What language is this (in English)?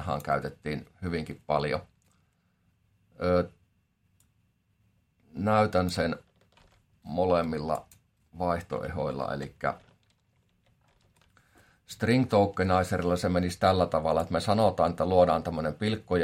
Finnish